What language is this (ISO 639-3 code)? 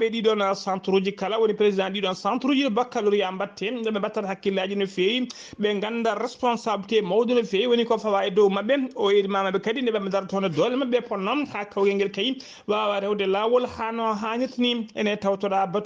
ful